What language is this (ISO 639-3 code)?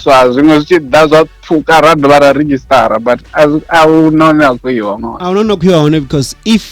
ven